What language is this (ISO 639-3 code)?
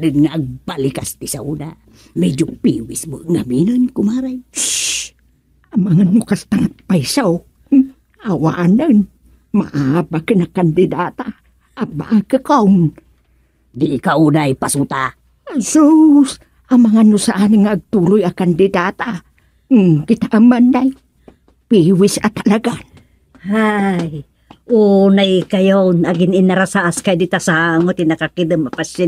ilo